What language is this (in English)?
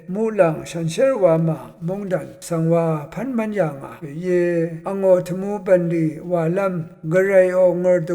Rawang